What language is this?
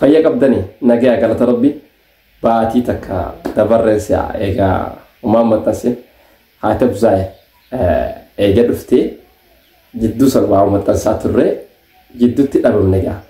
Oromo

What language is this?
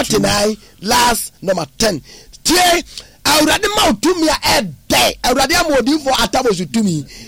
Akan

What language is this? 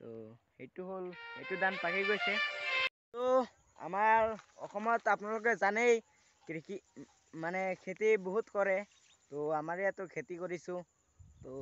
Assamese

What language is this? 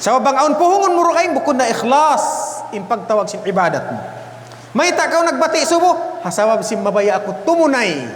Tausug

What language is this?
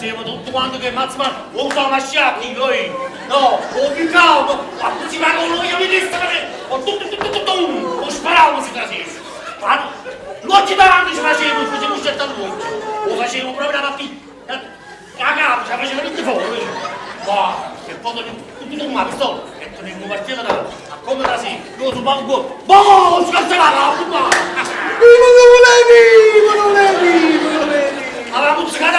Neapolitan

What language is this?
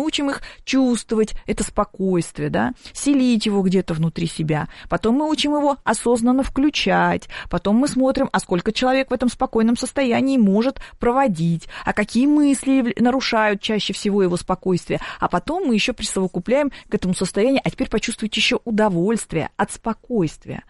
Russian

